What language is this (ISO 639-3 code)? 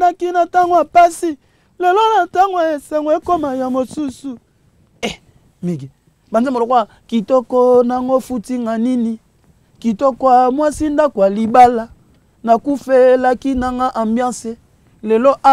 lin